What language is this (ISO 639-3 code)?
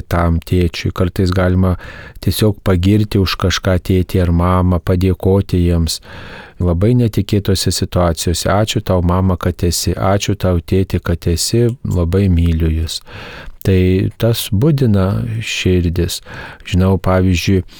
lit